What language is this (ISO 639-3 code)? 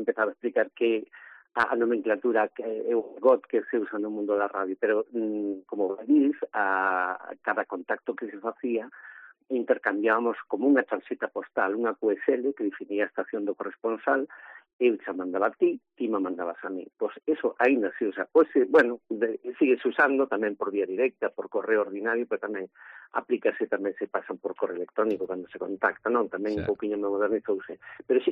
glg